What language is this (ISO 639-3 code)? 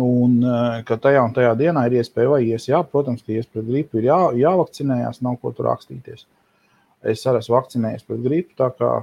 lav